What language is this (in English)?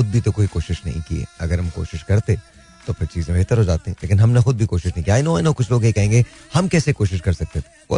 Hindi